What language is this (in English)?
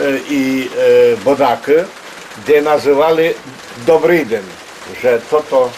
Rusyn